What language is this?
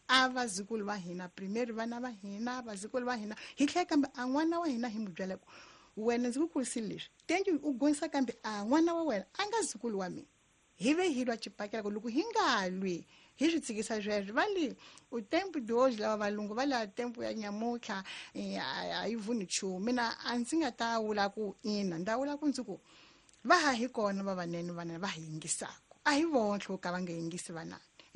Tsonga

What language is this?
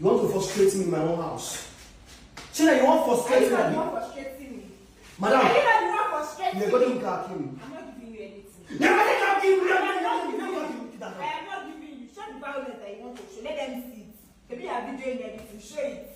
Nigerian Pidgin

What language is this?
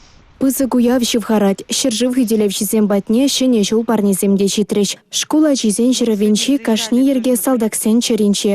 Chuvash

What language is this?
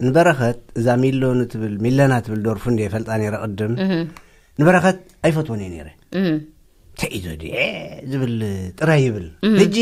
Tigrinya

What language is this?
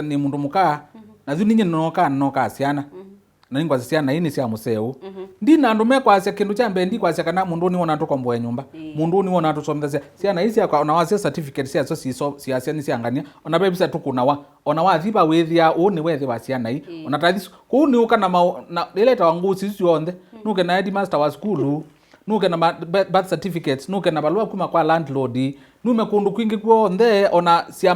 Kamba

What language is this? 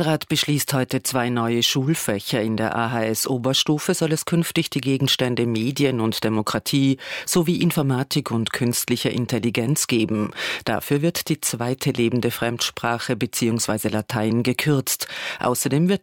German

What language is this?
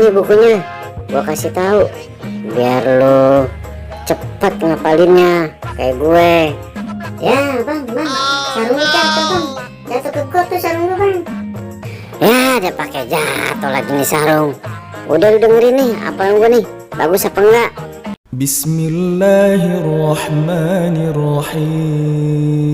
Betawi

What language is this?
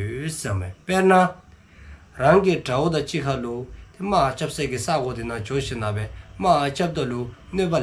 Dzongkha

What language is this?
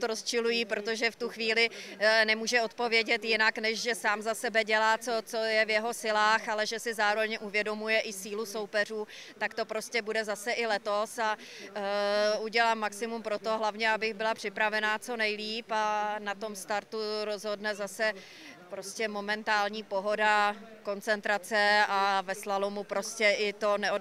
Czech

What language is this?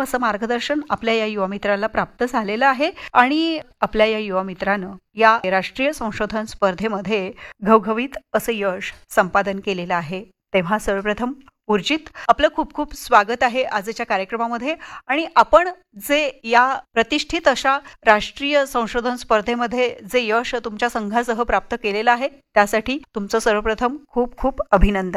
Marathi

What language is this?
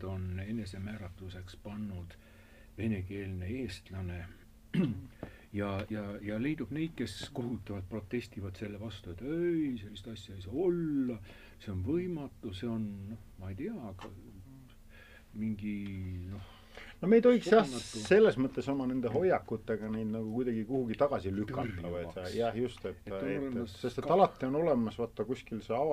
Estonian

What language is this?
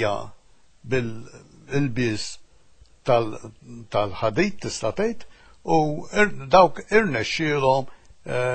Maltese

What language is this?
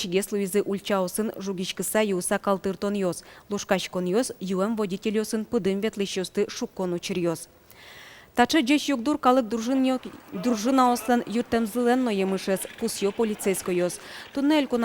Udmurt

